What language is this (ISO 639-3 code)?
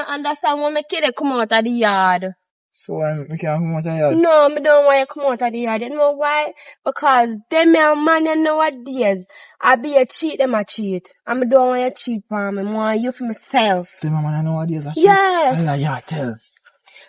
jam